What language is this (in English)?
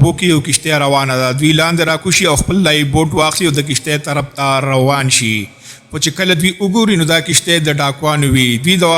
Pashto